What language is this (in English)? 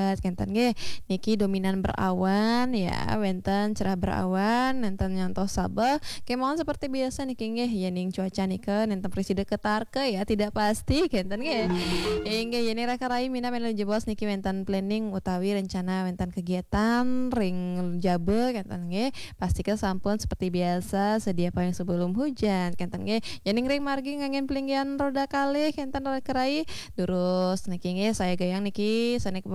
Balinese